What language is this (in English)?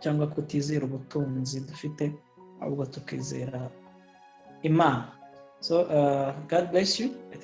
Kinyarwanda